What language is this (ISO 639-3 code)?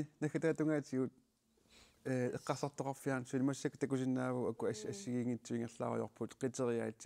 kal